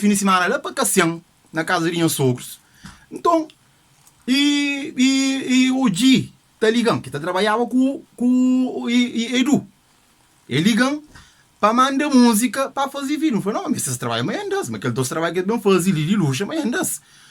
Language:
Kabuverdianu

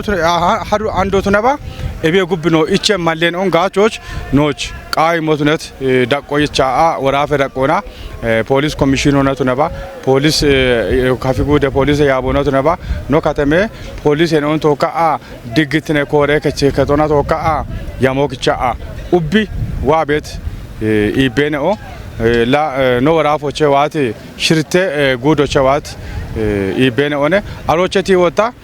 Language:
Kafa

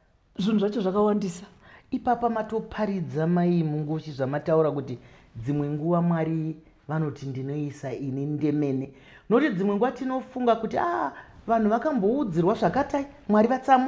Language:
Shona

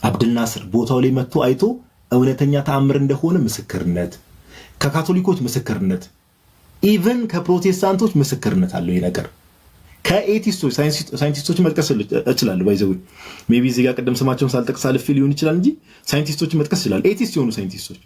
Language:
Amharic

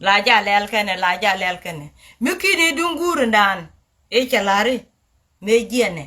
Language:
Nuer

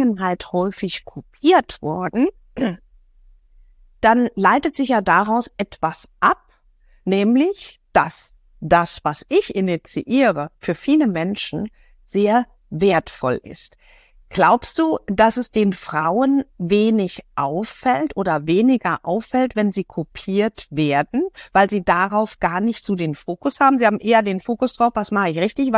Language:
German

